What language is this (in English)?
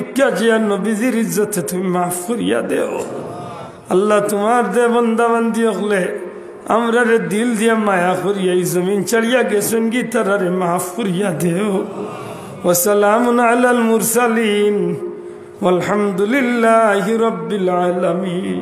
Sylheti